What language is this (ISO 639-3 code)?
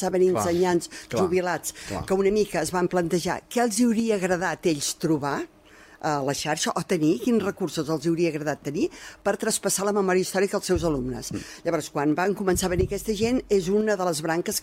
cat